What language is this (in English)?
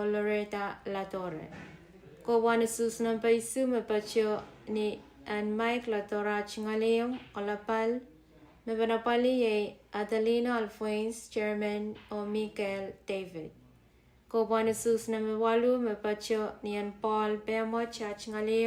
Pohnpeian